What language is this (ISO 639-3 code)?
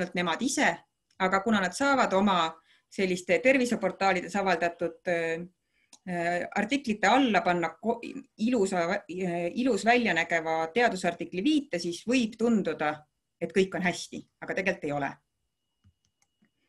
est